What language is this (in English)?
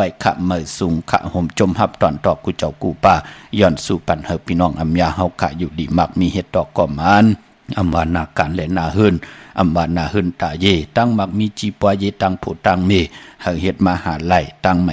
Shan